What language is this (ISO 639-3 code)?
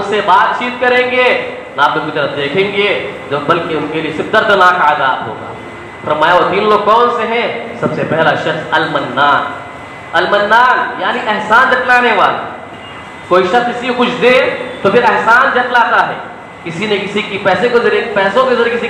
urd